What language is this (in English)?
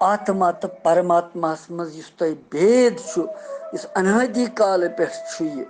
Kashmiri